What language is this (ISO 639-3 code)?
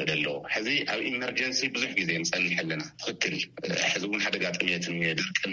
tir